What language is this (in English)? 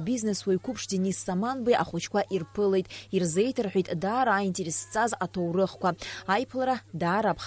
Abkhazian